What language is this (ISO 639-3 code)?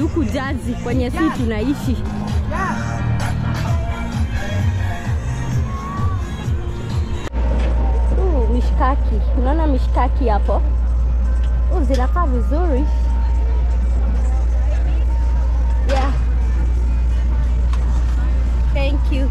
swa